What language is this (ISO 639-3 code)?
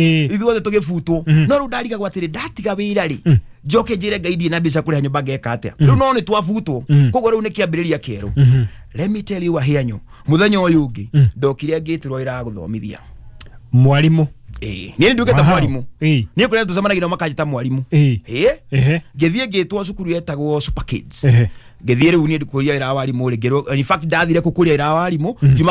kik